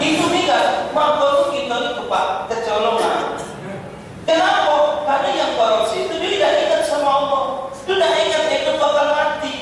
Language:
Musi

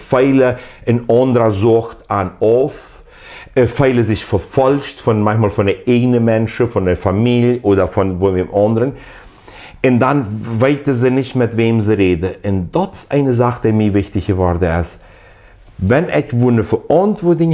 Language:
Plautdietsch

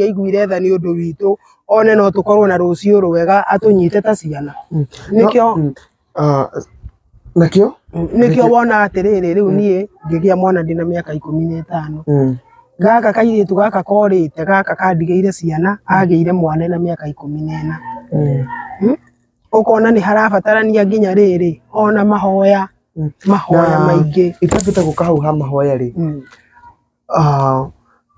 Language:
Kikuyu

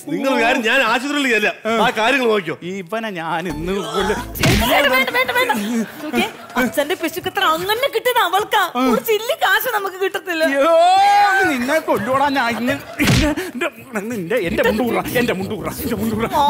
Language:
Malayalam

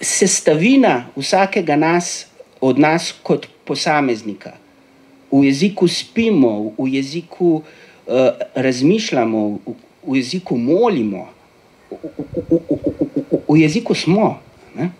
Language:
Slovenian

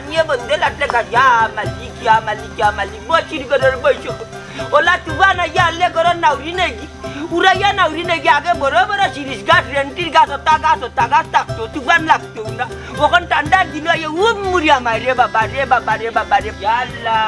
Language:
Sylheti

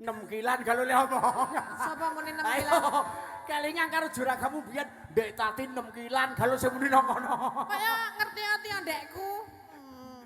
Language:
Javanese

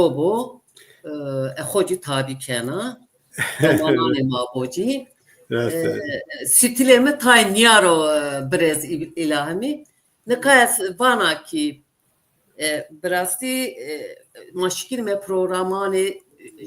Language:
Zaza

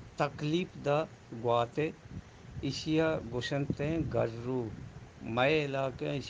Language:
Eastern Balochi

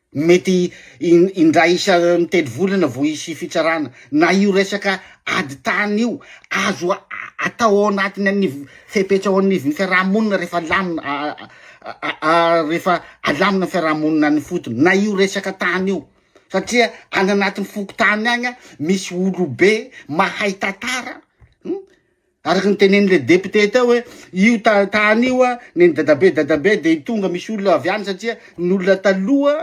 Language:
Malagasy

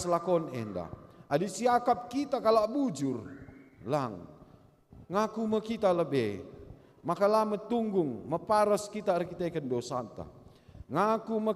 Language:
Batak Karo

